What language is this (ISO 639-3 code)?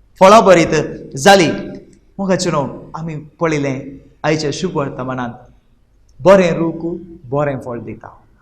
kok